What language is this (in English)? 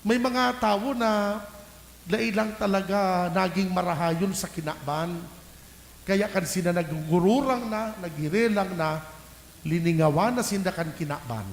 Bikol